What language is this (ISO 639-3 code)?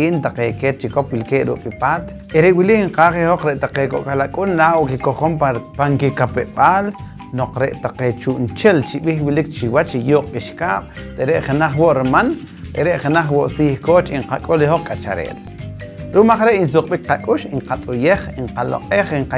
poh